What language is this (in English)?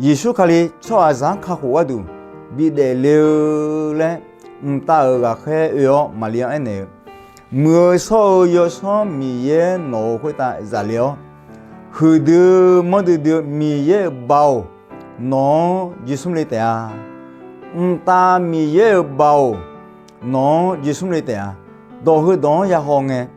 Akha